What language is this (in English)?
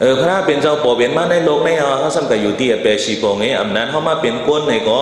Shan